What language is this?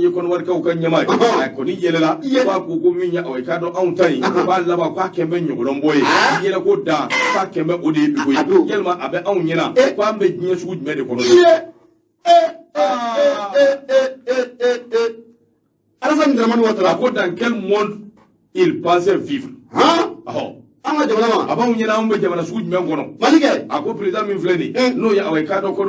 Bambara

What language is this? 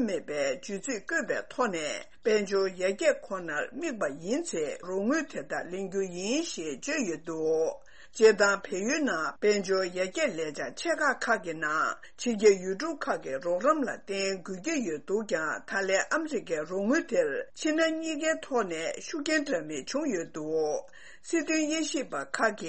Tibetan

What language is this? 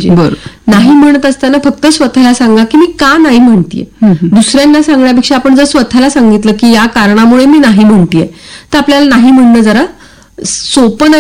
Marathi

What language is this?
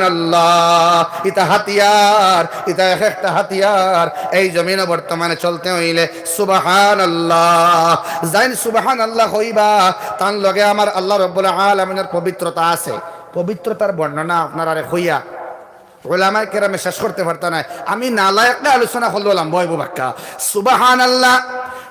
Sylheti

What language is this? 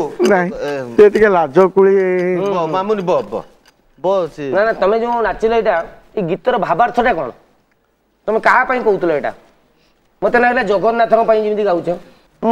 Odia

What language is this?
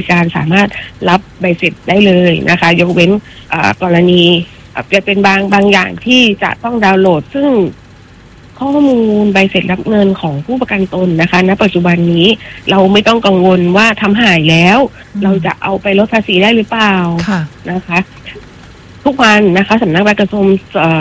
Thai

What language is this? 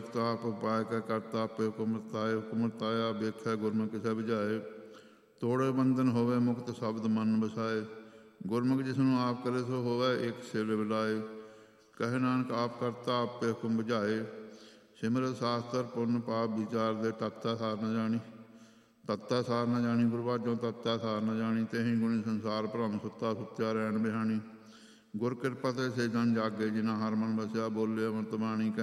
Punjabi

